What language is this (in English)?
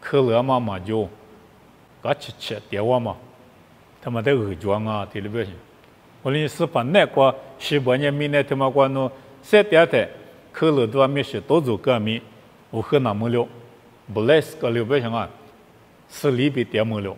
Lisu